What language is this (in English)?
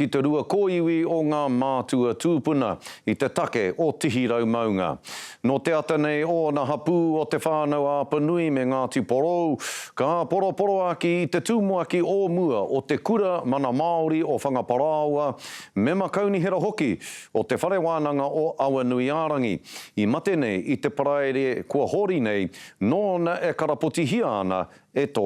Māori